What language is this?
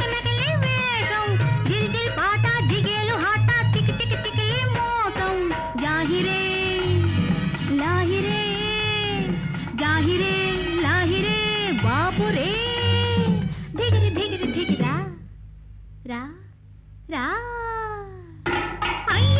Telugu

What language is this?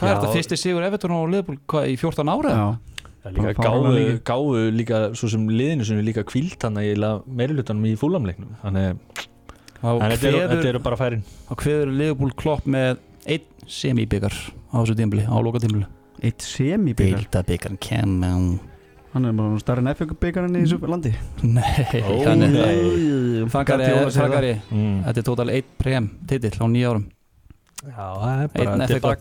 Icelandic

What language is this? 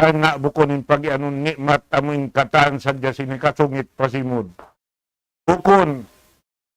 Tausug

